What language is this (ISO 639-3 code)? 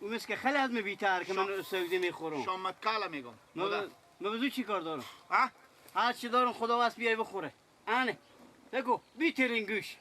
fas